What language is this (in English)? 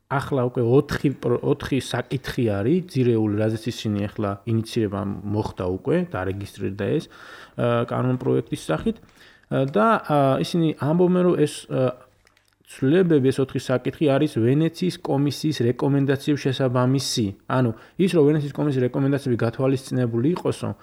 Georgian